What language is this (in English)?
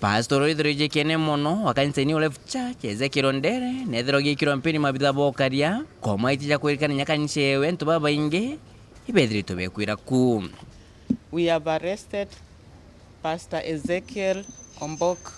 Meru